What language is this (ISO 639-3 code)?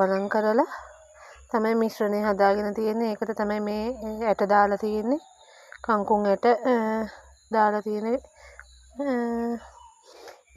sin